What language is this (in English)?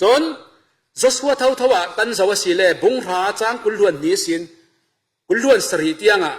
Falam Chin